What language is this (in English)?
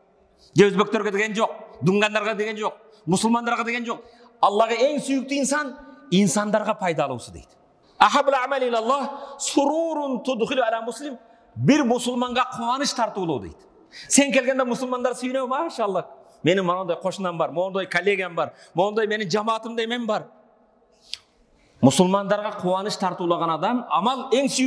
Kyrgyz